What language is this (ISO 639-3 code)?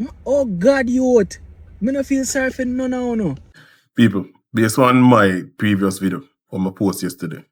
jam